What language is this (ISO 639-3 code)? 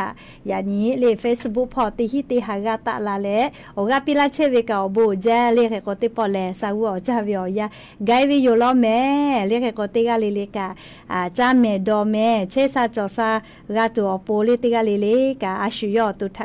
lhu